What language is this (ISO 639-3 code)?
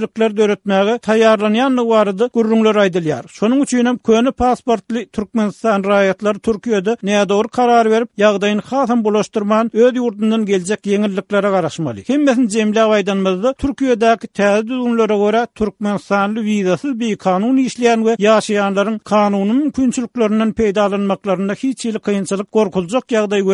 tuk